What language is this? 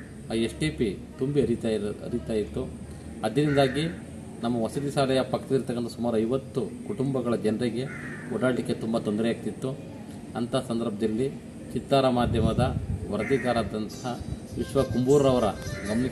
Kannada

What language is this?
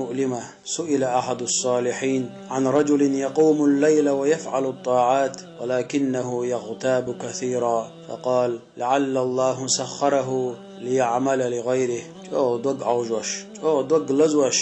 Chechen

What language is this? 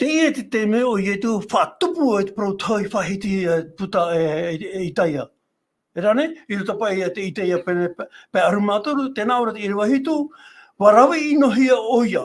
Tahitian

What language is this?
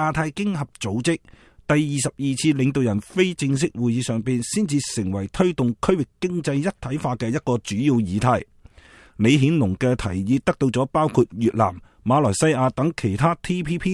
Cantonese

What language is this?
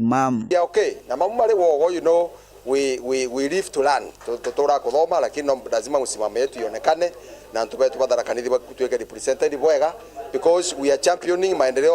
Meru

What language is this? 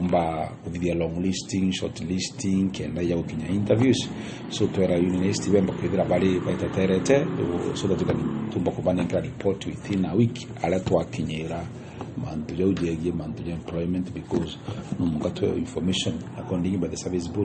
Meru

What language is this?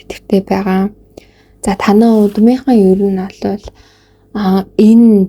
Mongolian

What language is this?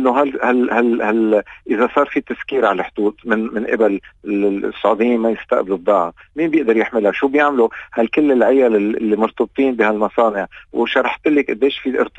North Levantine Arabic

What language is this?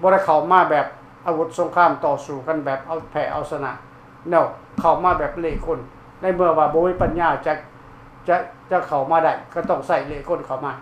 Lao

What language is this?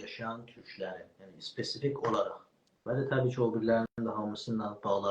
South Azerbaijani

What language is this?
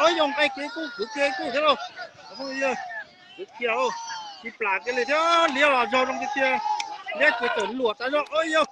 Hmong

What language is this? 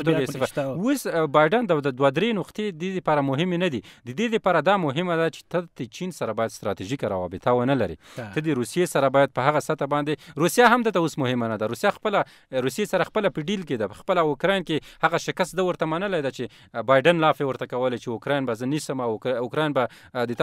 Pashto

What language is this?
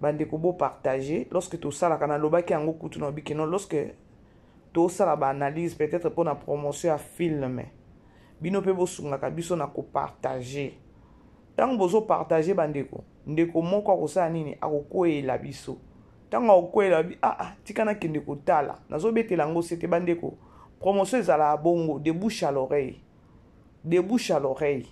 Lingala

